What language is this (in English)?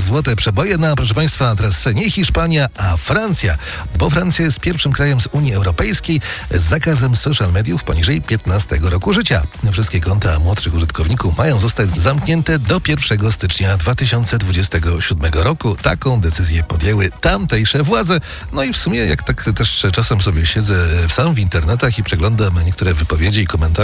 Polish